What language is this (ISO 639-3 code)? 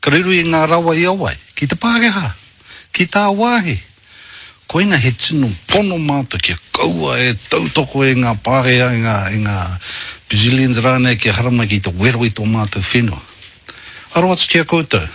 mri